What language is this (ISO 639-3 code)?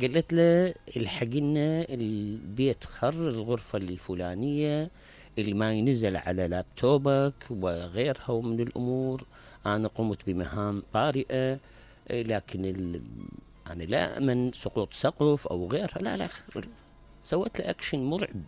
acm